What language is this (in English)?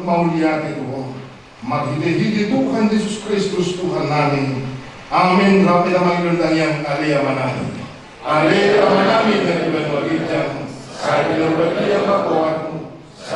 Batak Toba